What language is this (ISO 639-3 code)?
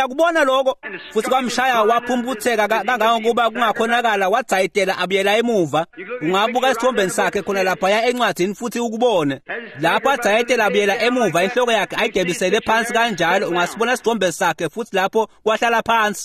ssw